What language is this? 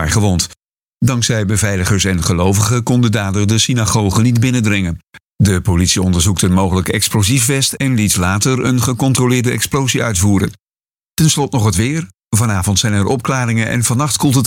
Dutch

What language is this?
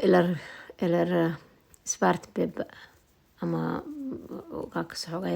Somali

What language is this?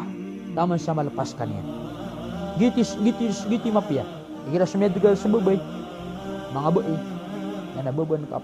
Maranao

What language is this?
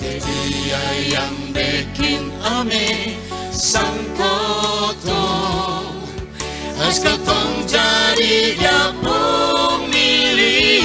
Kupang Malay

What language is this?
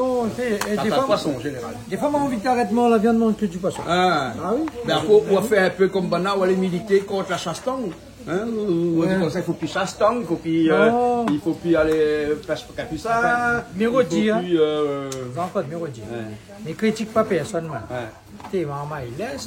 Réunion Creole French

